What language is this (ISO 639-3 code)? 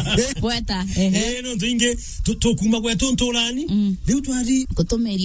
mer